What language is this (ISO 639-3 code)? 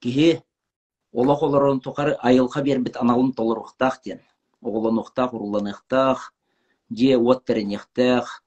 sah